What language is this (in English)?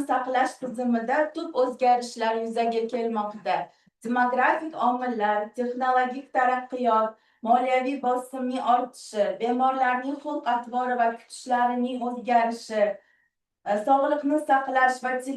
Uzbek